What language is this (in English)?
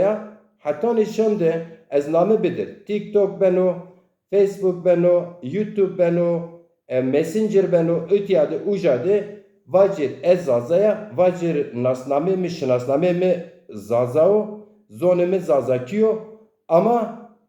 Zaza